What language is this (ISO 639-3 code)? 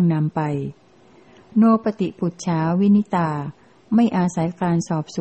tha